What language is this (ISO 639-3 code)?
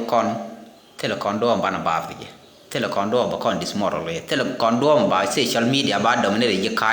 nus